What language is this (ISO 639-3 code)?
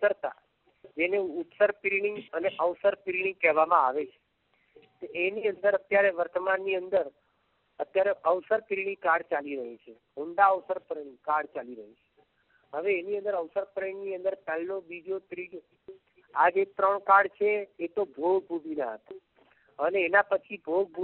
guj